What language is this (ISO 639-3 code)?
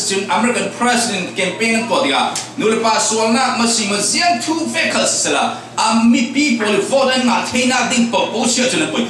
cfm